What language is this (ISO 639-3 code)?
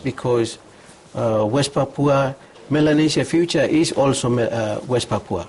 bis